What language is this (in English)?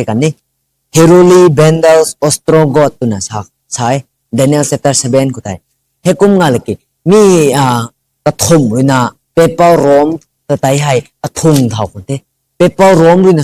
Rongmei Naga